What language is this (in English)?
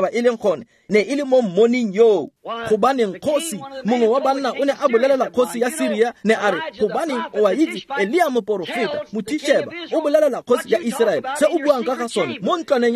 Tswana